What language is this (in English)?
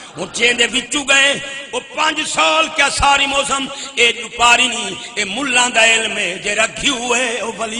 Saraiki